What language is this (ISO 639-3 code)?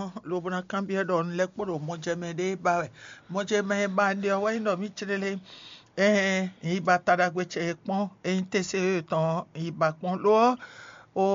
fon